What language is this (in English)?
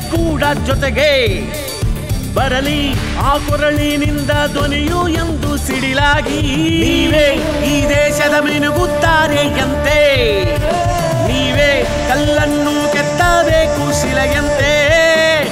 Kannada